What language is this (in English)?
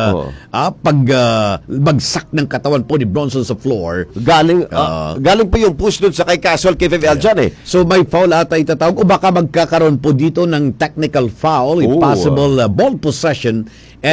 Filipino